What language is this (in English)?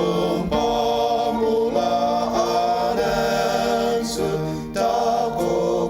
Ao Naga